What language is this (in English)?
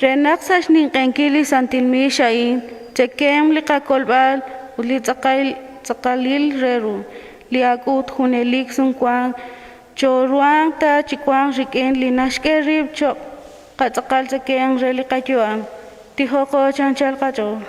Kekchí